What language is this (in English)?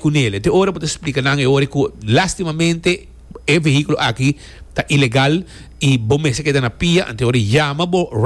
Papiamento